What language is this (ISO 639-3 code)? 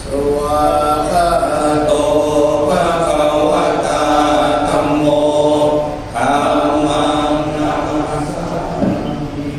pli